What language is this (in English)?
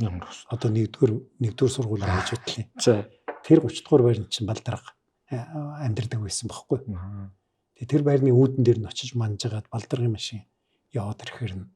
Mongolian